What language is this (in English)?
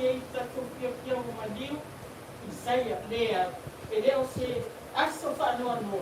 Samoan